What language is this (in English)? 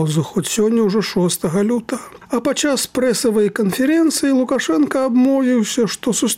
Belarusian